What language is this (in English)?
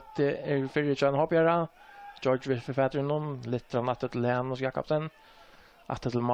Faroese